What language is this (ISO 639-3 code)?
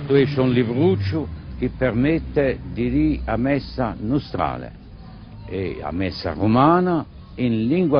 cos